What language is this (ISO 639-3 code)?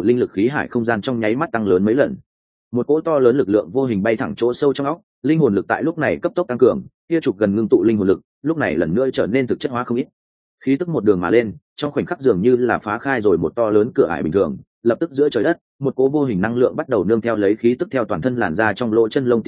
vie